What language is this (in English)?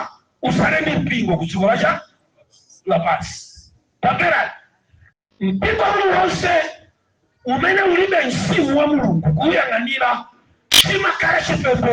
Nyanja